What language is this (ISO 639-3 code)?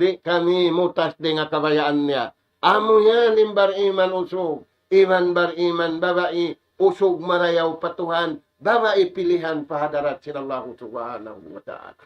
tsg